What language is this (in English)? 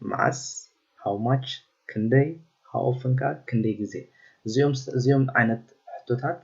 Tigrinya